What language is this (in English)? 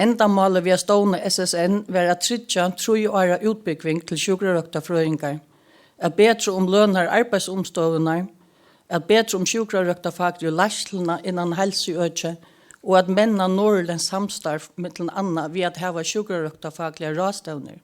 Faroese